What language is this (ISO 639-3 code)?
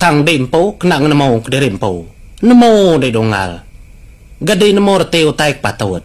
iba